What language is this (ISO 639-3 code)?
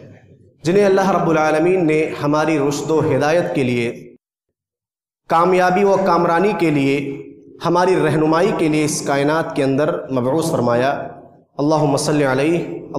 urd